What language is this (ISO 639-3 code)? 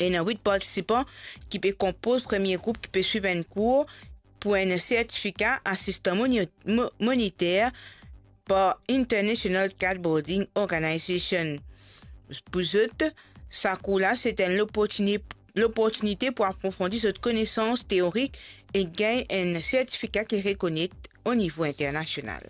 mfe